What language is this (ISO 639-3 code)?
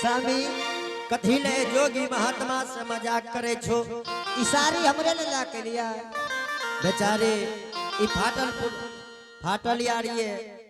anp